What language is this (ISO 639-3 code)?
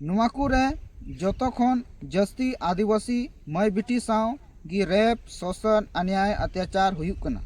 sat